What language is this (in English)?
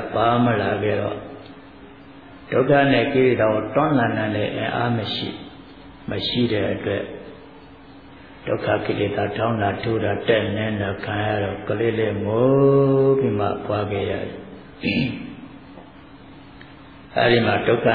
Burmese